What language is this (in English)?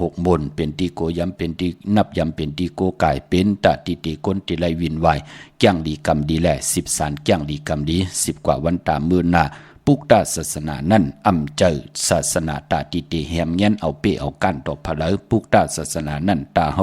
Shan